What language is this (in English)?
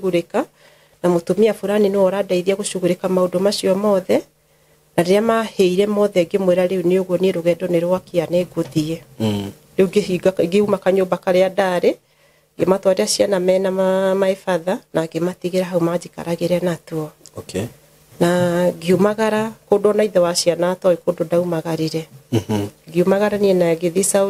Kikuyu